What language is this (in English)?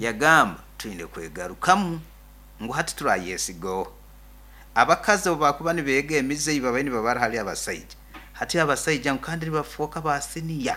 Nyoro